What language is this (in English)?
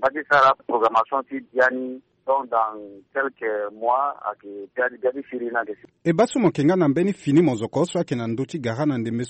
Sango